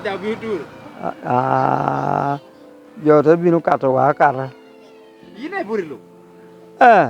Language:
Lango (Uganda)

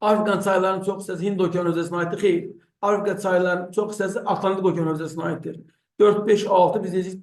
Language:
Azerbaijani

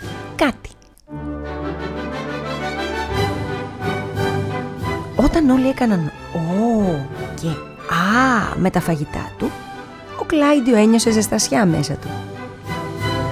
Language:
Greek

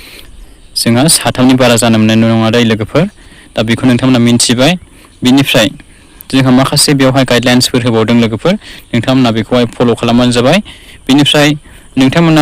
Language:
Bodo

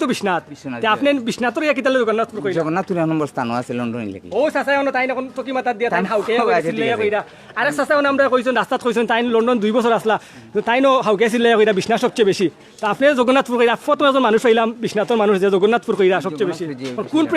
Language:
Sylheti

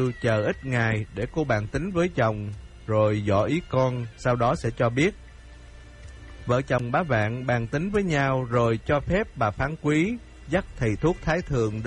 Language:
Vietnamese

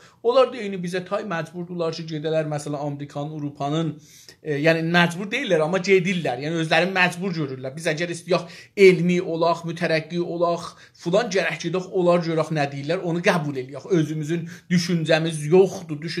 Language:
South Azerbaijani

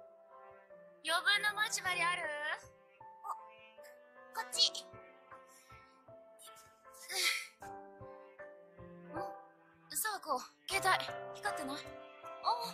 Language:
Japanese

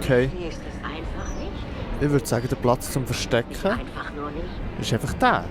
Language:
Swiss German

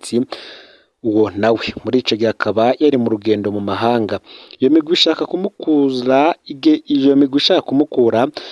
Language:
Rundi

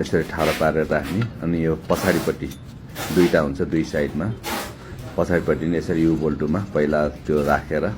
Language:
Nepali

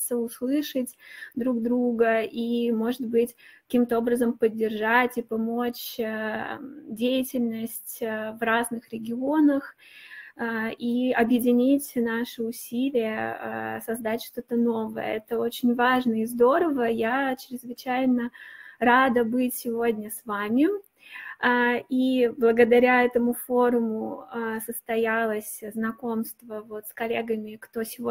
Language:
Russian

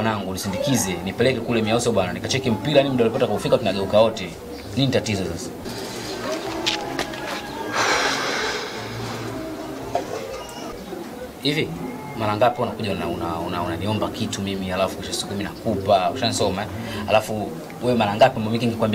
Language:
Swahili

